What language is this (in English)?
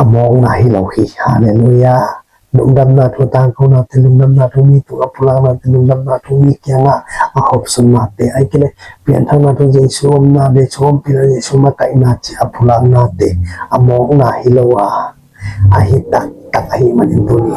Tedim Chin